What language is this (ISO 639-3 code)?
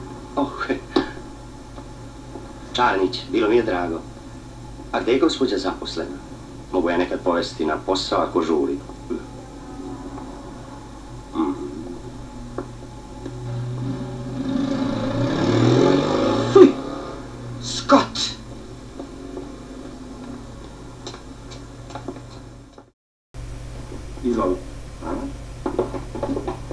srp